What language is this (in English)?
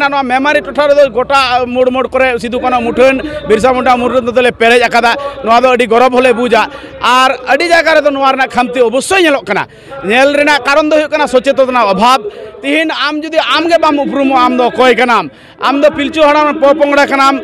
Santali